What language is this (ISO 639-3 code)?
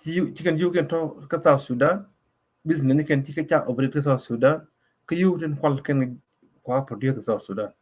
nus